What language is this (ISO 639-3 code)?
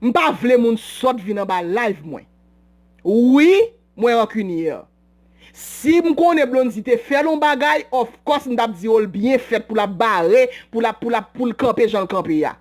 hat